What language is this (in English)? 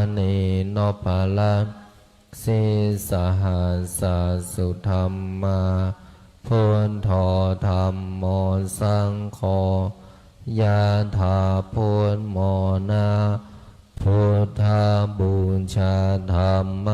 Pali